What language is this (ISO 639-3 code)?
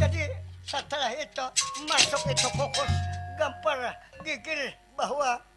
bjn